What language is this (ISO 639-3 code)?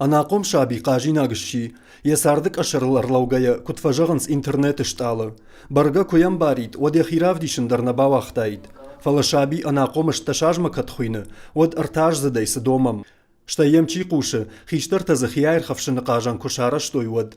oss